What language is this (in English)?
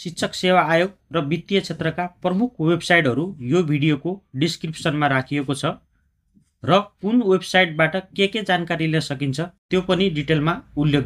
Nepali